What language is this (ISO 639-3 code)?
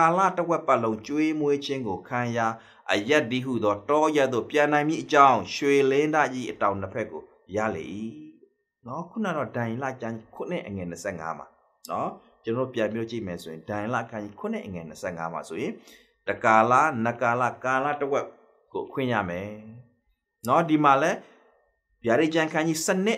mya